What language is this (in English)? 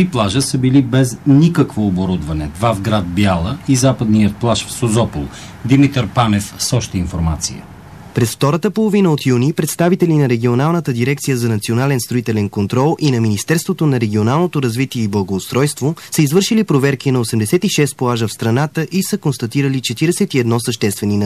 Bulgarian